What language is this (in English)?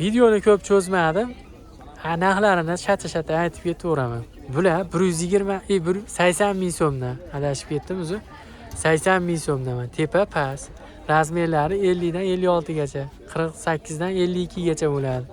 Uzbek